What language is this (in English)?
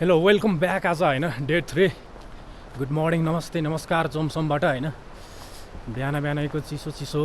Nepali